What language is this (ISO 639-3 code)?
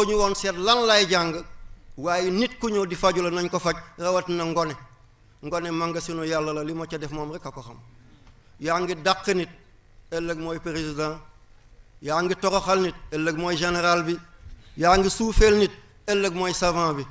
wol